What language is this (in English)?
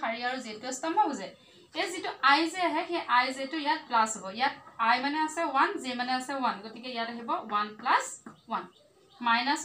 Assamese